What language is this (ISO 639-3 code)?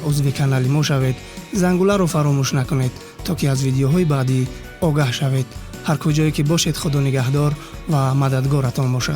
tgk